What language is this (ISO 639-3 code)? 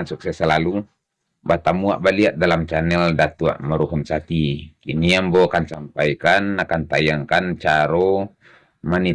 min